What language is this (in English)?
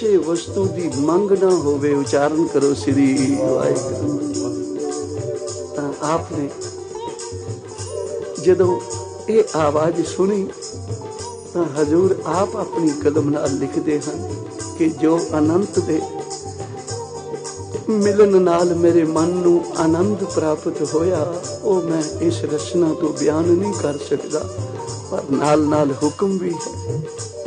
Punjabi